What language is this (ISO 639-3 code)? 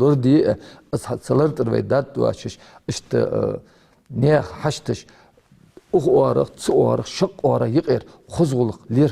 inh